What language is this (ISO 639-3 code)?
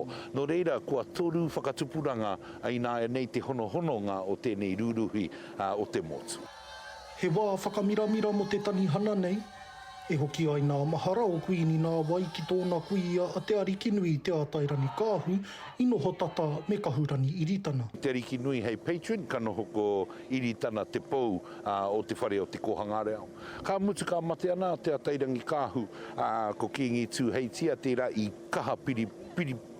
mri